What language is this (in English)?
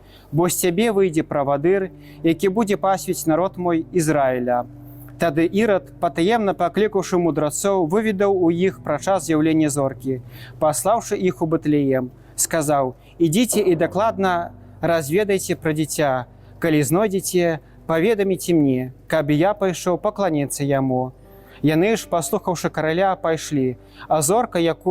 Belarusian